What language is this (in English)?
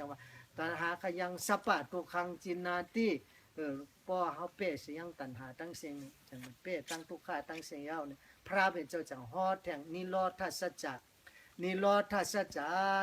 Shan